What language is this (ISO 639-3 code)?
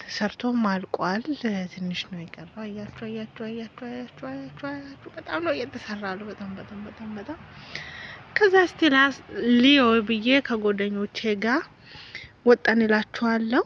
amh